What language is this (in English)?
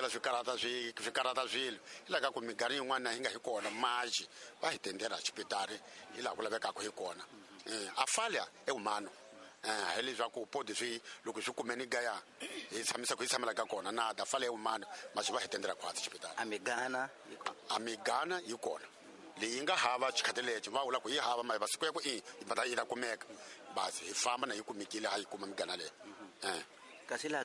Tsonga